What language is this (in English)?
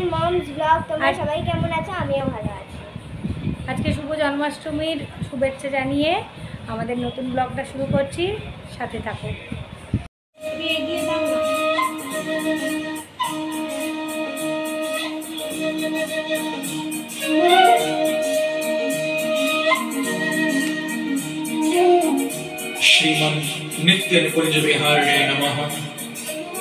Bangla